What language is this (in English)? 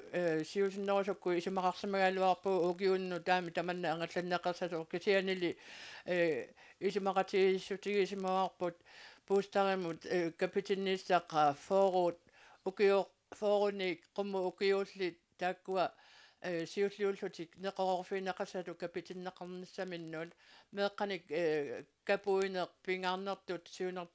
Kalaallisut